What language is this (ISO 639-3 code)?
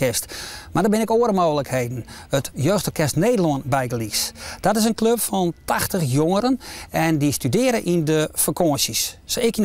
fry